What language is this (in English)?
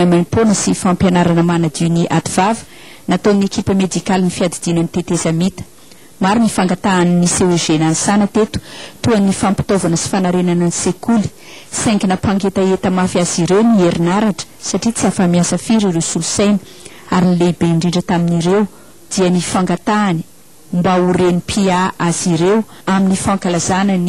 Malagasy